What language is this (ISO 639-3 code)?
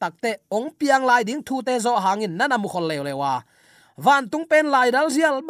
ctd